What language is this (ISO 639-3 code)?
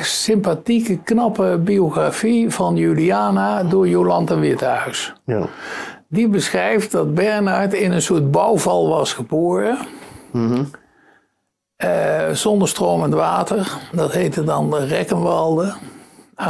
nld